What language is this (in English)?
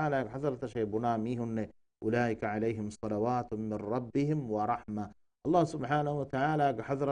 Divehi